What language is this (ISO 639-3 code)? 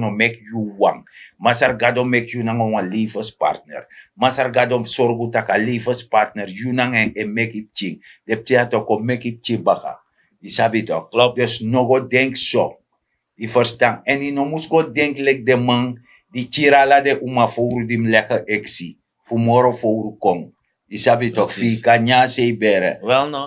srn